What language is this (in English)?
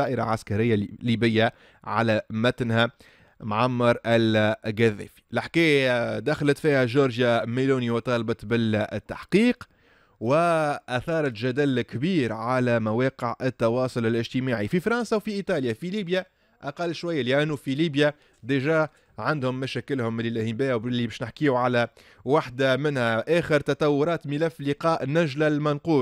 Tunisian Arabic